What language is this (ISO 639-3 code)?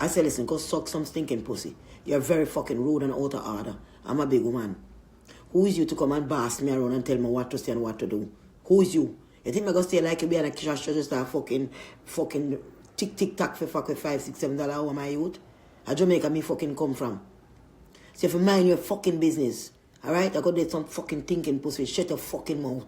jam